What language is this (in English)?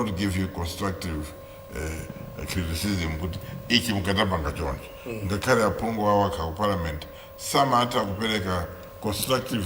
Nyanja